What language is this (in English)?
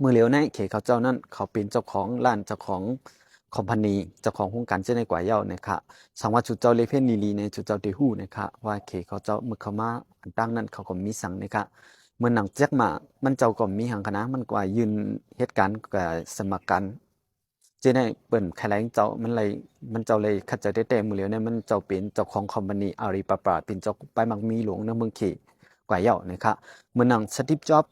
Shan